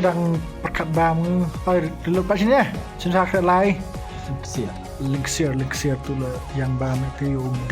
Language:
Khasi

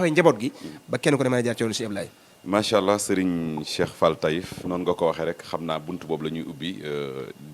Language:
Wolof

